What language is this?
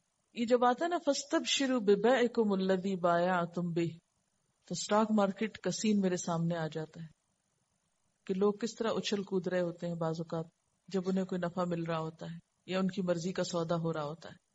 Urdu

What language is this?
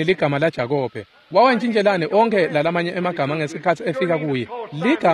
Swati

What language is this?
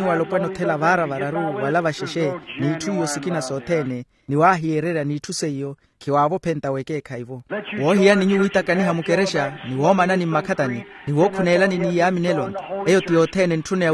Makhuwa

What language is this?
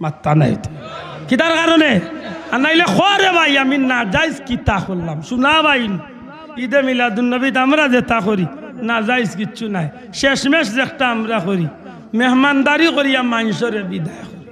Sylheti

